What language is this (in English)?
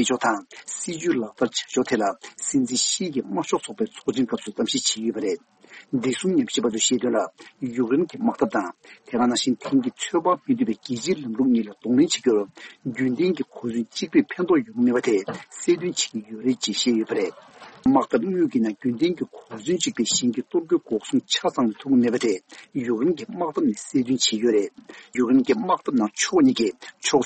Tibetan